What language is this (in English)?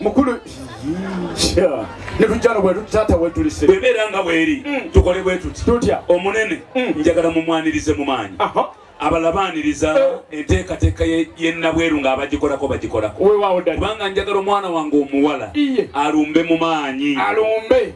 Ganda